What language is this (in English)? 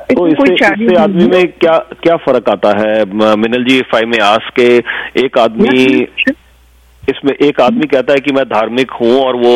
Hindi